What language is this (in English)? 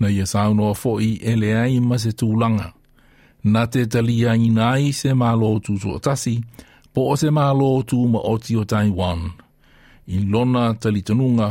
Samoan